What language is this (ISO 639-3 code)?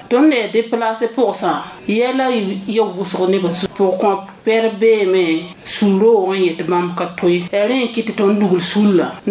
mos